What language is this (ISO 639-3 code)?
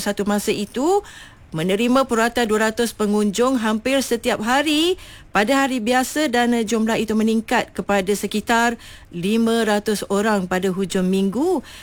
msa